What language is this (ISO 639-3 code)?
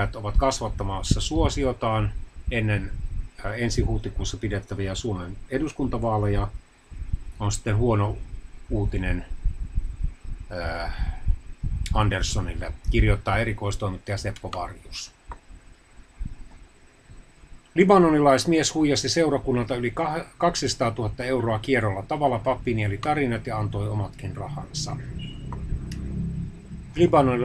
fin